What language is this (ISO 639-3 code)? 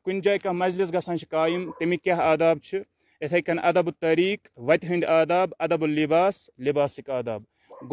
kas